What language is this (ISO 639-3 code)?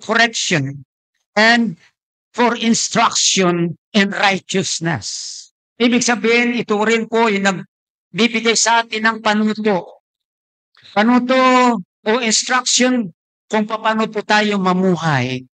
fil